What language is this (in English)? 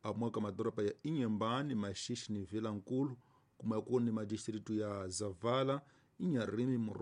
Tsonga